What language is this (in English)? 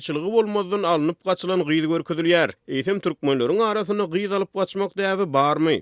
Turkmen